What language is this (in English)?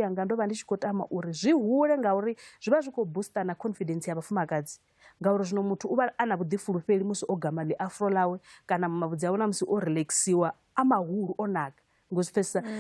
Venda